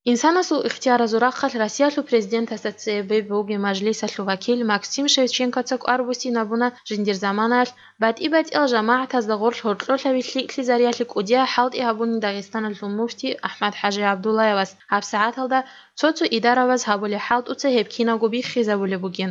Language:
Avaric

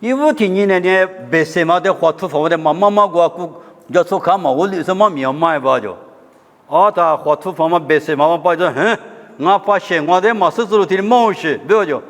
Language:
Lisu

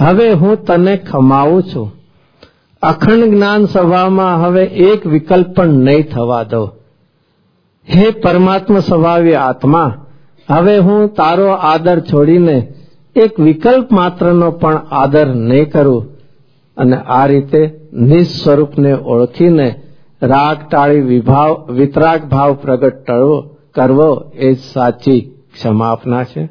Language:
Gujarati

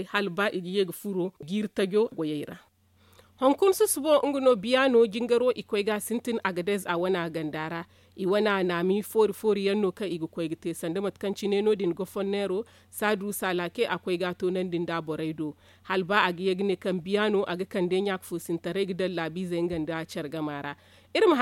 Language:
Zarma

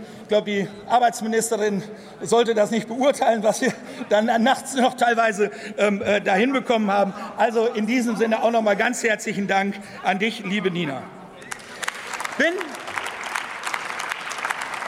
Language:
German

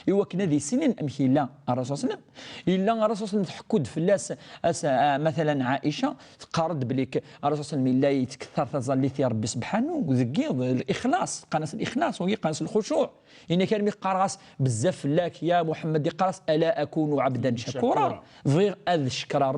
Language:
Kabyle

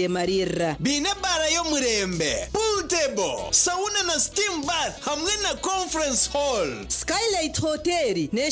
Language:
Nyankole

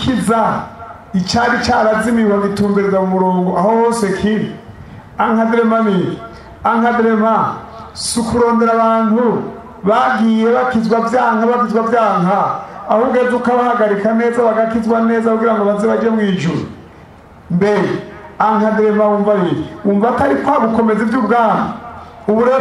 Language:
Rundi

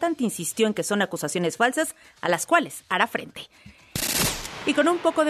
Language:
Spanish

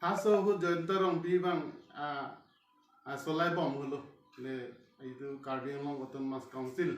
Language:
Karbi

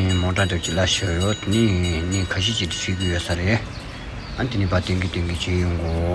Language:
Tibetan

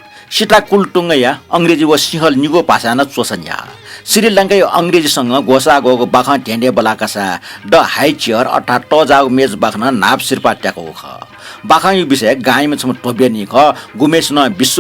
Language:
Newari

